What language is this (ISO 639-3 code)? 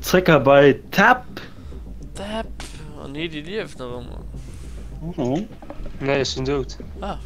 ltz